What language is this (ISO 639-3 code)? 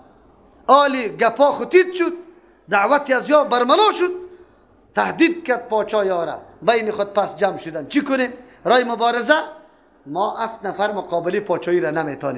fas